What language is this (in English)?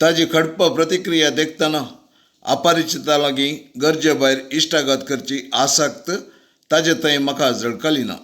Konkani